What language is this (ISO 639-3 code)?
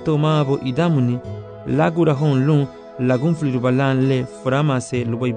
cab